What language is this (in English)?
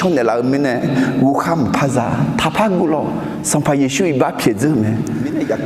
Akha